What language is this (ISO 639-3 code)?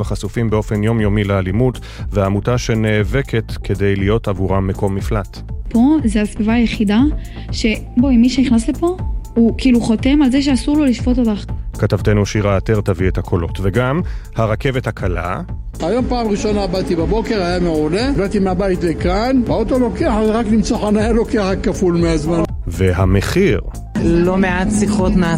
heb